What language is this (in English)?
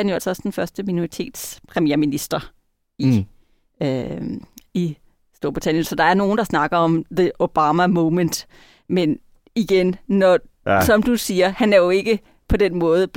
Danish